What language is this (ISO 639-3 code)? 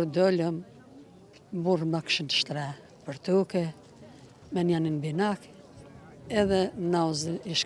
sqi